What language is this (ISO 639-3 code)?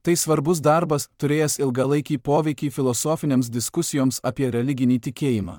lit